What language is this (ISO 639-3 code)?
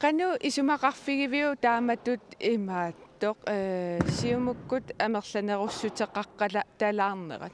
kal